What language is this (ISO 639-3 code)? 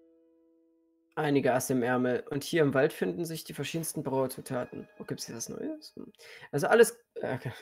deu